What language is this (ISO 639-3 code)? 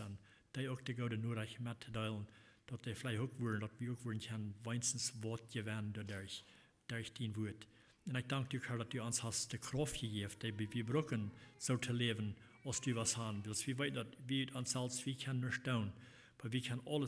pdt